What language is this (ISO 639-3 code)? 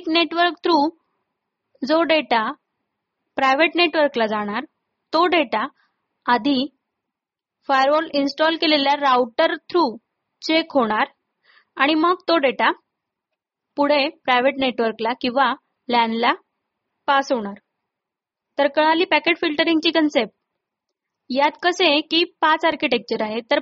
mar